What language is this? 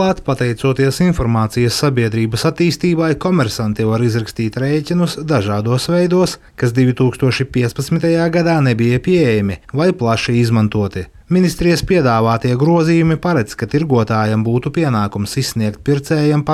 Latvian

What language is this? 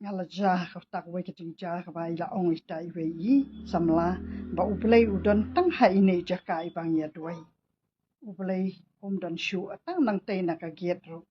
Khasi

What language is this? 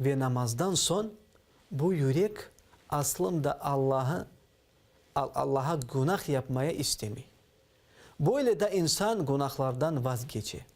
Crimean Tatar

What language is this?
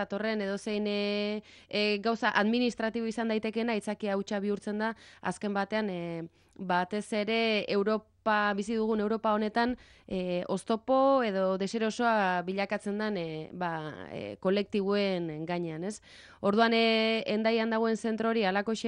Basque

